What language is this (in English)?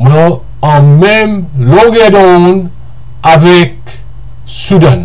Morisyen